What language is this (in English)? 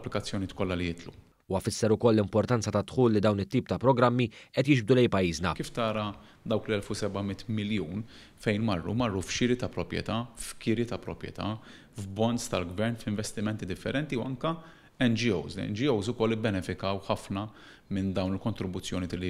Maltese